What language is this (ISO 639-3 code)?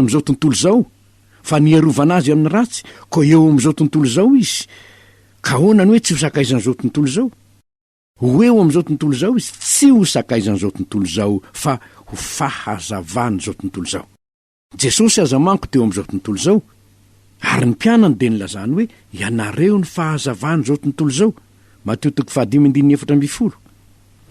mlg